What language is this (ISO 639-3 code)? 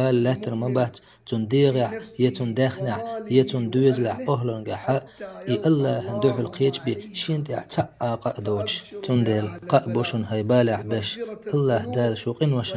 che